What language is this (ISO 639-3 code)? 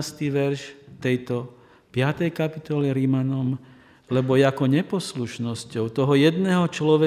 slk